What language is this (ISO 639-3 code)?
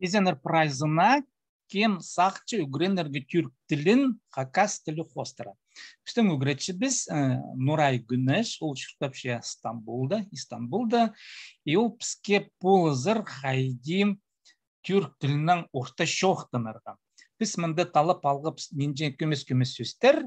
kjh